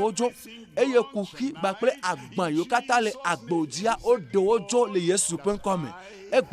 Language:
Ewe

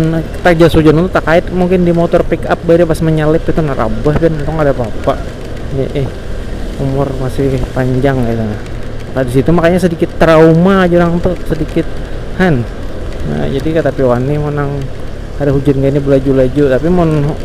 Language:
Banjar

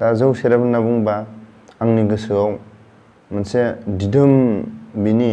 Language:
Bodo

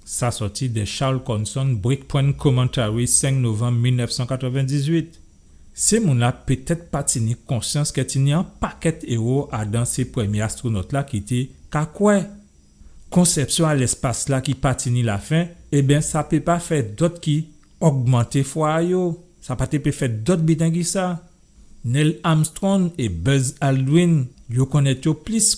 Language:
Guadeloupean Creole French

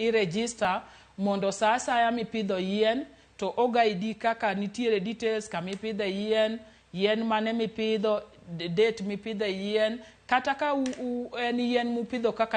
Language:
Luo (Kenya and Tanzania)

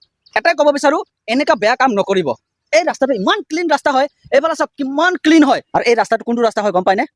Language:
Assamese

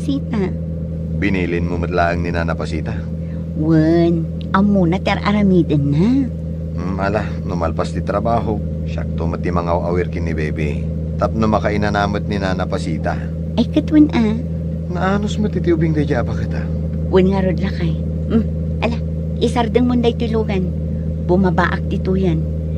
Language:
Iloko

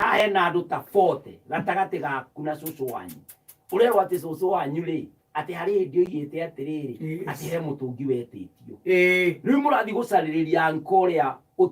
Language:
Kikuyu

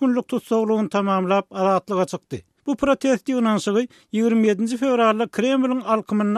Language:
Turkmen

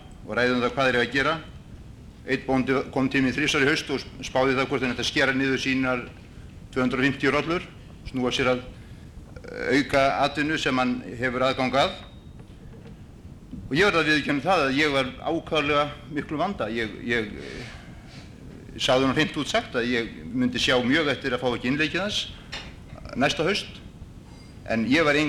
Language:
Icelandic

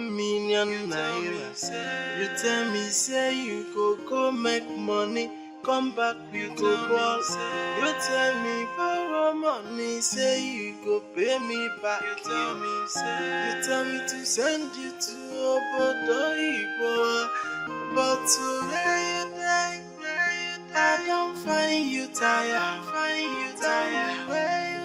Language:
Nigerian Pidgin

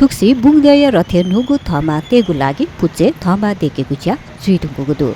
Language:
Newari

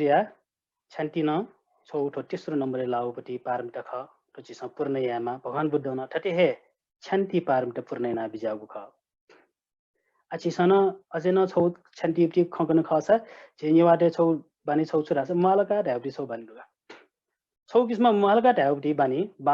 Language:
Newari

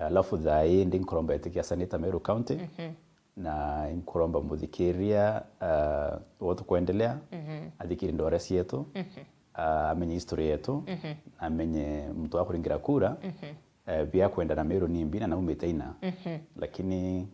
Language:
Meru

